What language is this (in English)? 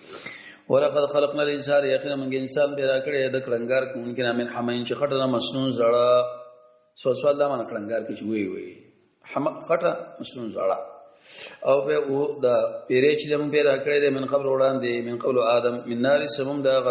Pashto